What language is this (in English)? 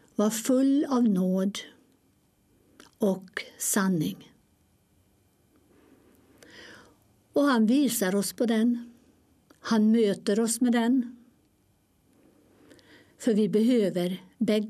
Swedish